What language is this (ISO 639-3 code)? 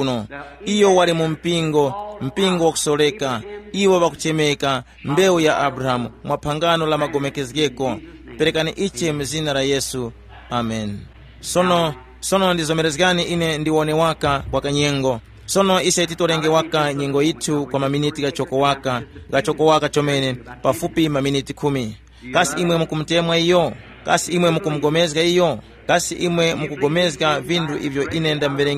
tum